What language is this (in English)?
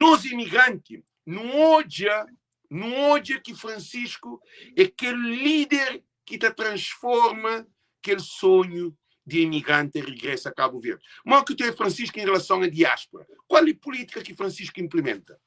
Kabuverdianu